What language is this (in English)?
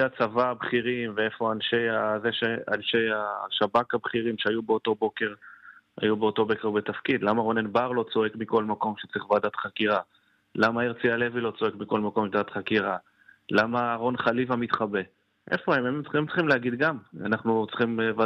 Hebrew